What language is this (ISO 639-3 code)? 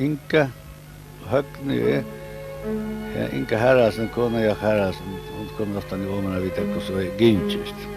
fao